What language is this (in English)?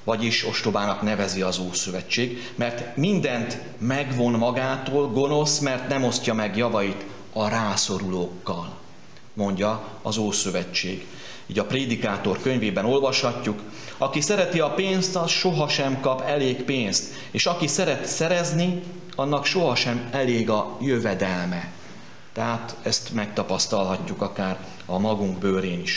Hungarian